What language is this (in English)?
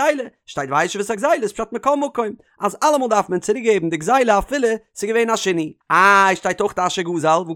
Yiddish